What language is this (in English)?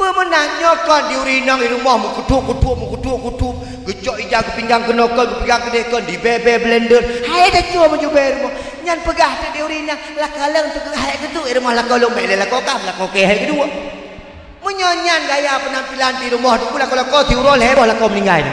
Achinese